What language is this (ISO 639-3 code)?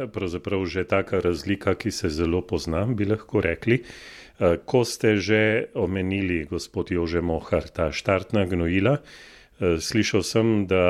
slv